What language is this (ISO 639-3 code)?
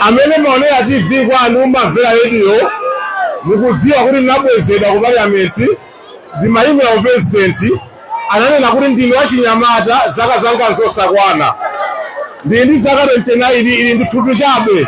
nya